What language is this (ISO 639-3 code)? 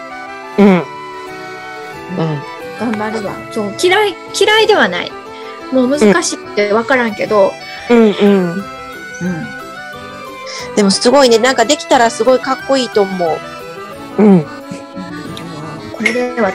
jpn